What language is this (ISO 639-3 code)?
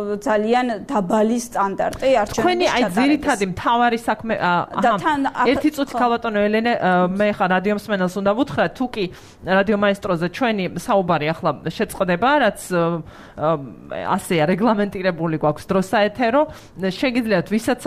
kat